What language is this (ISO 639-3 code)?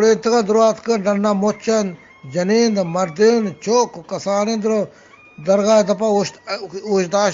bgp